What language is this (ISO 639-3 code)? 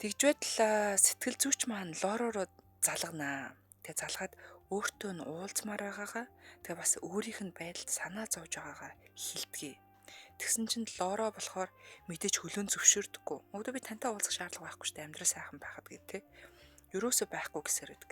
mon